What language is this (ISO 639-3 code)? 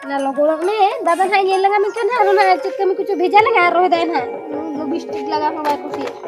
sat